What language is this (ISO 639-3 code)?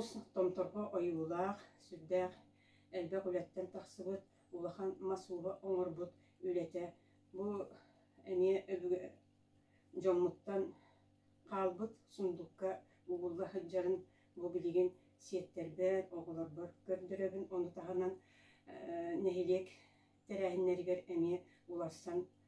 sah